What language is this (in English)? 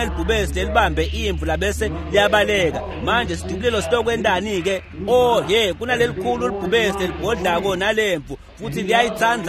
Swati